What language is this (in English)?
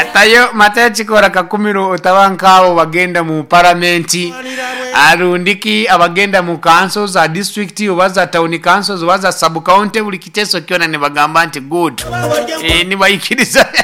Nyoro